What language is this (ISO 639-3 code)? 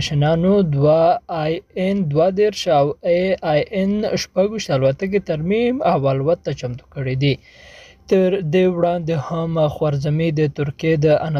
pus